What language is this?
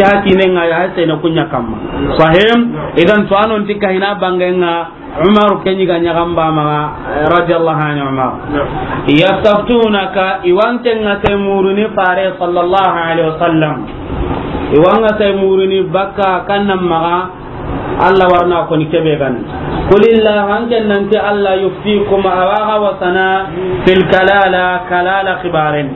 Soninke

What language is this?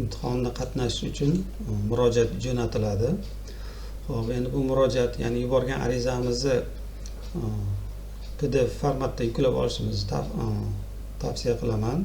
Uzbek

